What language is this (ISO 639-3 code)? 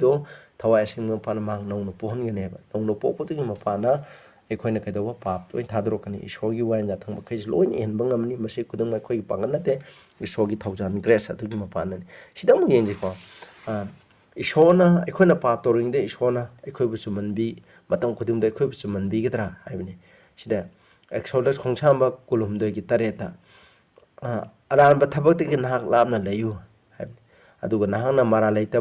mni